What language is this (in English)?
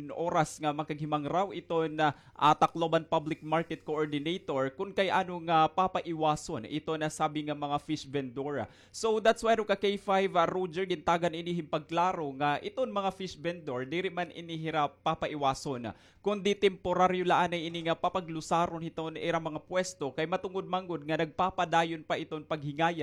Waray